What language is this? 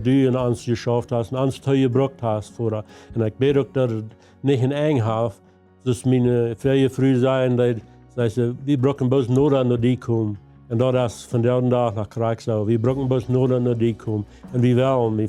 Plautdietsch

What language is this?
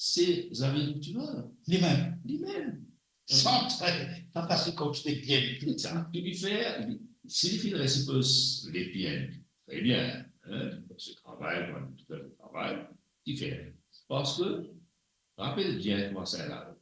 Morisyen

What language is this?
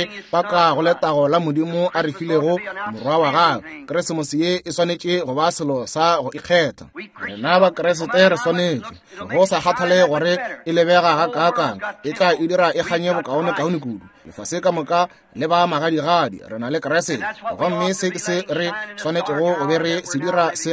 Northern Sotho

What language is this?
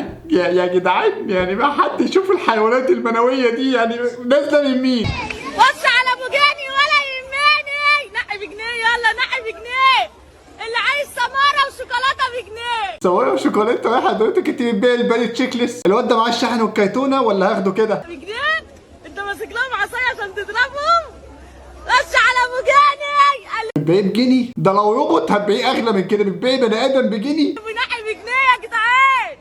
Egyptian Arabic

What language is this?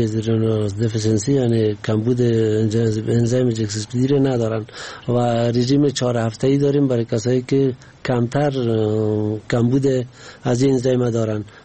Persian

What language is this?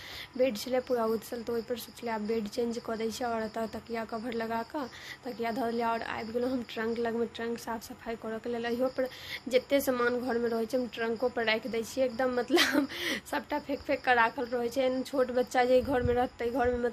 Maithili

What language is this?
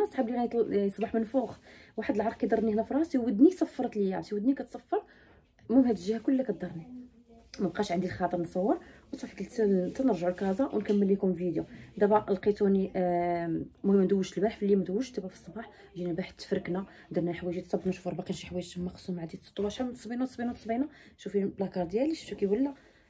Moroccan Arabic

